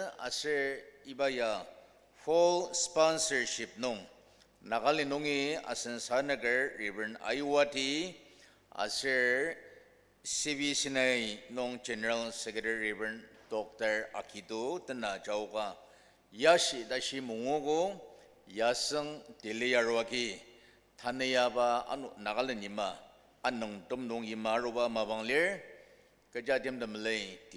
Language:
Ao Naga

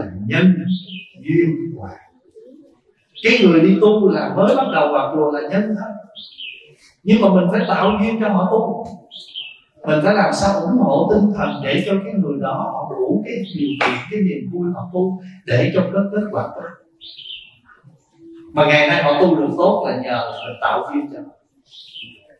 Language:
Vietnamese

